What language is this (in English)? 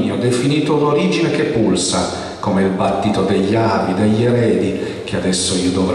Italian